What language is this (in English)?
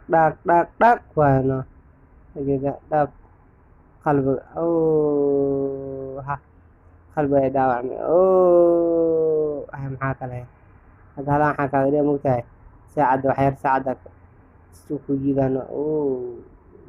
Somali